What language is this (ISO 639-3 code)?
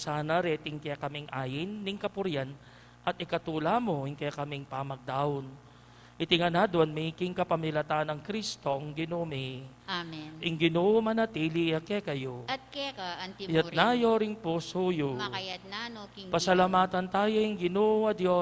pam